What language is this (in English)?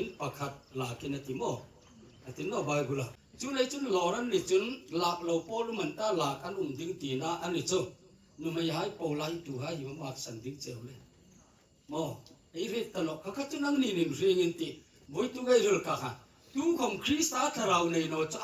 Hmar